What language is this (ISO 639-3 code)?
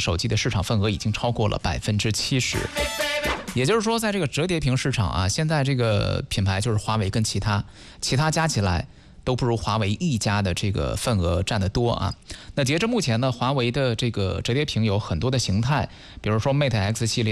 zho